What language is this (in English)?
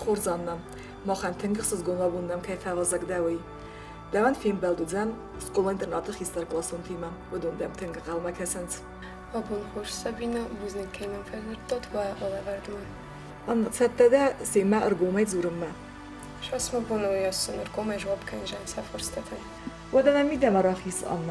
Ossetic